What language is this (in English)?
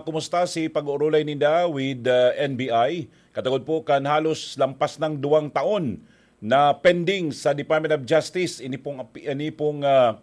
Bikol